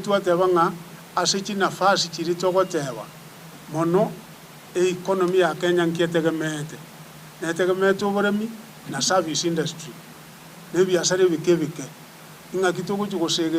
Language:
Gusii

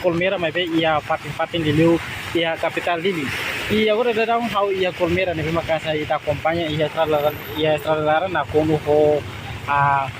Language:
Tetum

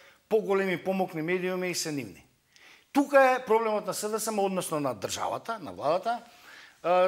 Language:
Macedonian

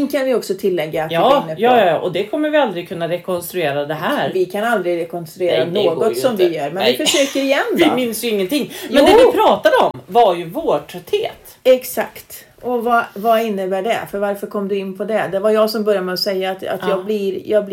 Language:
Swedish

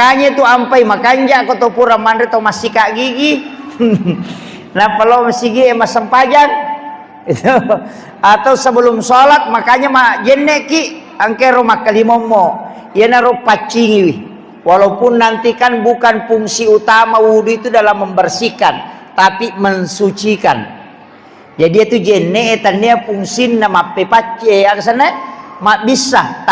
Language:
Buginese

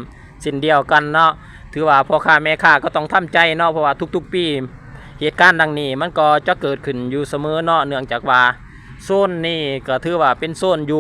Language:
Lao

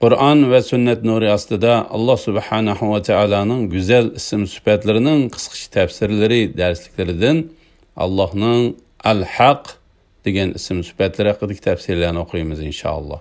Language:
Uyghur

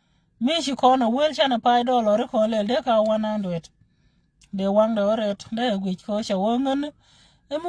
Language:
Nuer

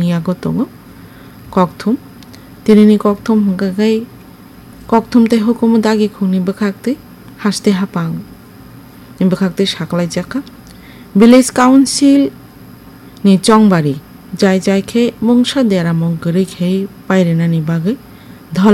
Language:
Kok Borok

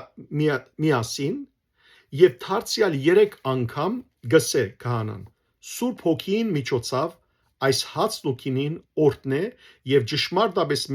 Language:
Western Armenian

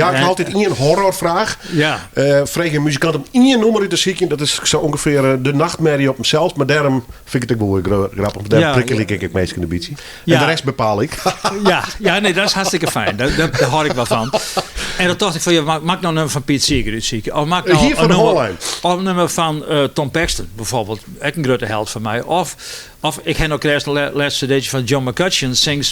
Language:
Western Frisian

